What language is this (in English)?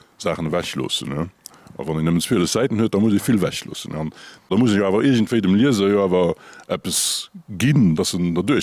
Luxembourgish